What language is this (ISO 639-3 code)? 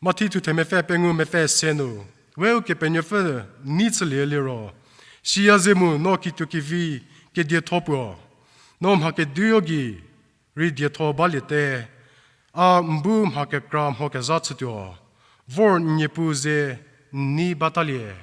njm